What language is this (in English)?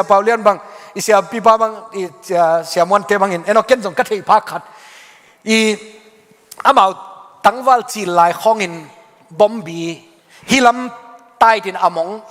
Tedim Chin